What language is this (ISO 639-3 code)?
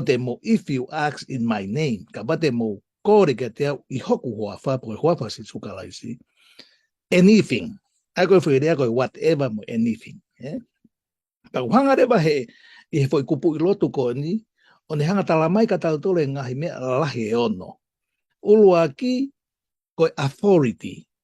ton